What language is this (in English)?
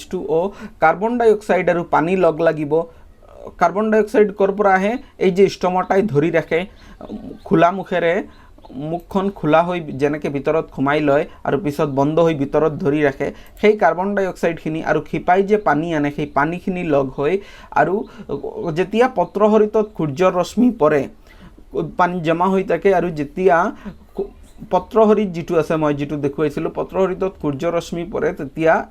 Assamese